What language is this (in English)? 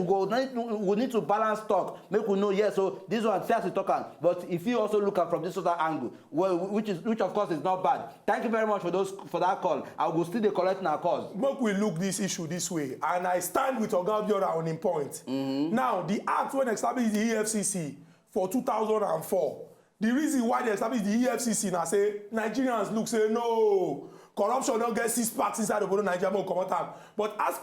Nigerian Pidgin